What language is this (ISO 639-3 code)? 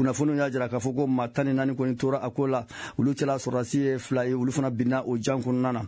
bam